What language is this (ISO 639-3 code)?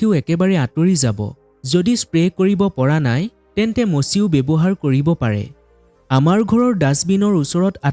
asm